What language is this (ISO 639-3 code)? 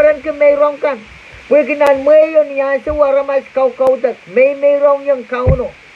pon